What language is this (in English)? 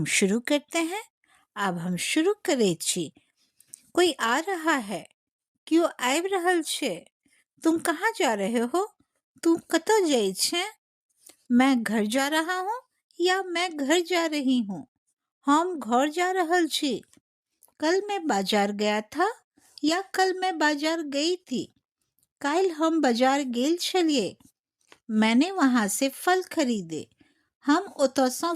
Maithili